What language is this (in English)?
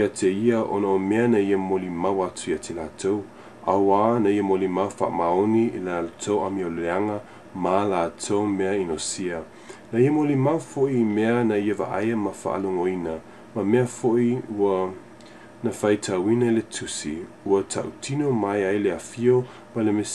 Samoan